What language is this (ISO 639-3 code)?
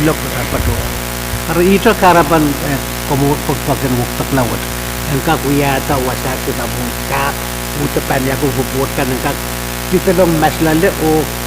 pon